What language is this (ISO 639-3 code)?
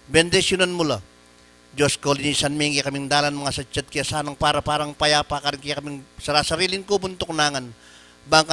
pam